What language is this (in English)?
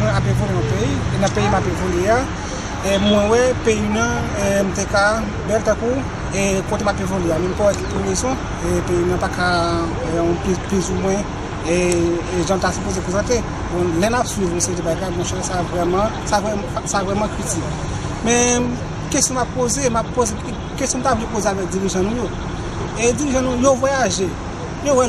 Haitian Creole